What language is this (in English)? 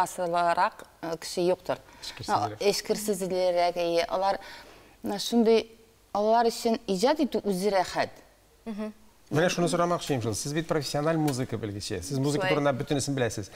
Tatar